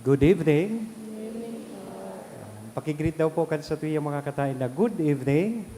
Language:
Bikol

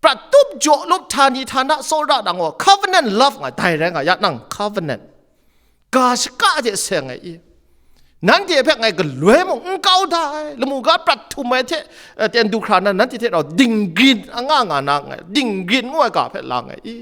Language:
Kachin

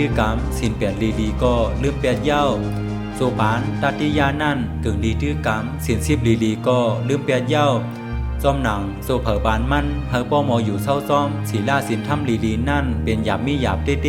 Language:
Shan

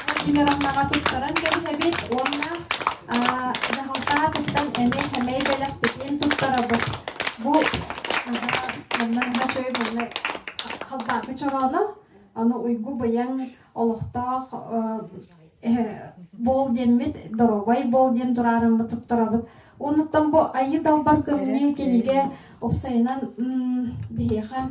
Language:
Yakut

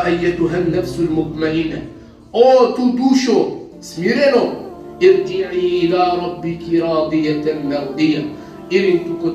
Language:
Balkan Romani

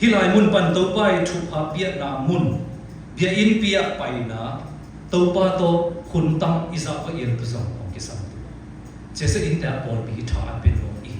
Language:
Siyin Chin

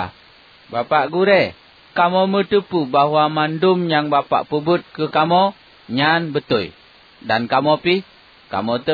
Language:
Achinese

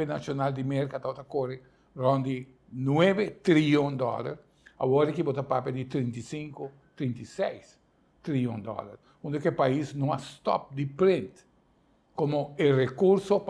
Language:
Papiamento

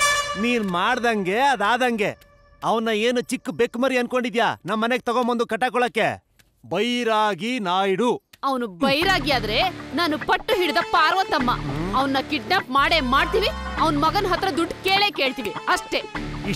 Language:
Kannada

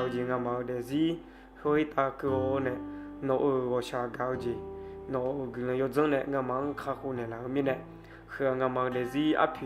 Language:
Akha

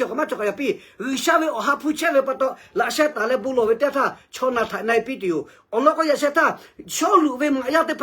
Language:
Lahu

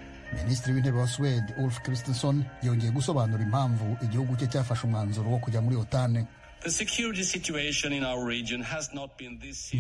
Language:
Kinyarwanda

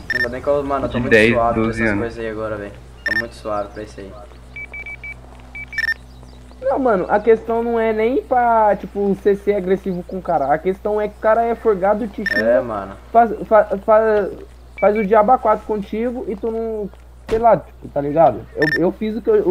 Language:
Portuguese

